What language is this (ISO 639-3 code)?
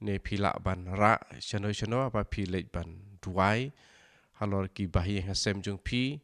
kha